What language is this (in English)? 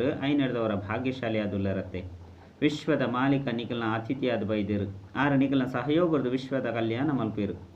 Tulu